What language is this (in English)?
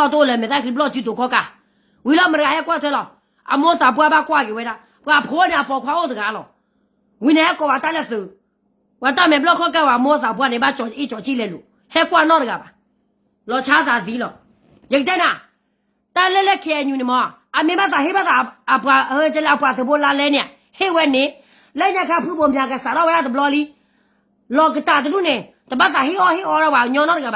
S'gaw Karen